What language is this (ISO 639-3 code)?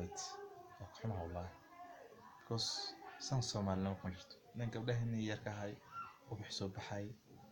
som